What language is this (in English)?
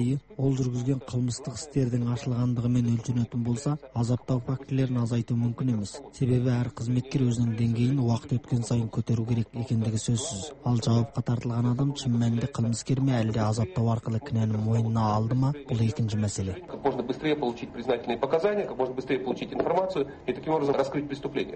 Kazakh